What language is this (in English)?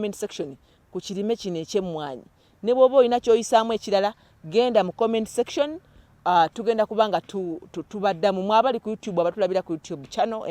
Ganda